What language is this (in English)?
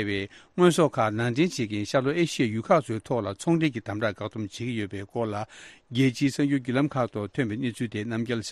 Tibetan